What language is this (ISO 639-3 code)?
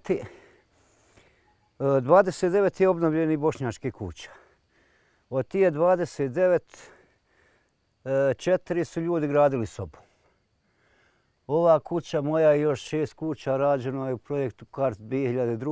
bos